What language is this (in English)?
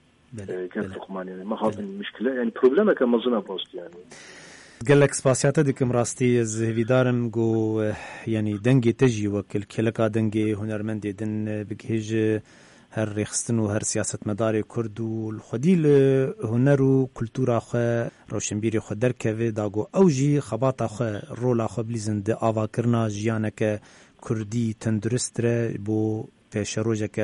Kurdish